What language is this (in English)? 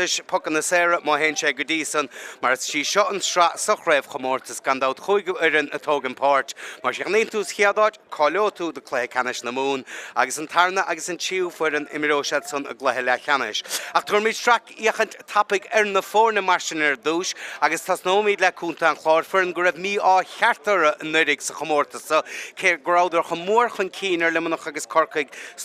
Irish